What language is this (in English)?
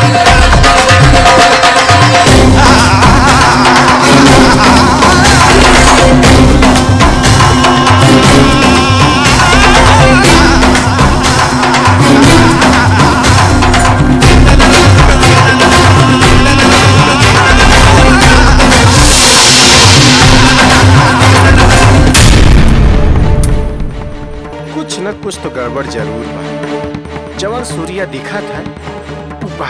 Bhojpuri